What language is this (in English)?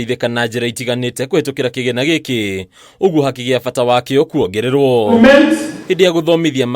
Kikuyu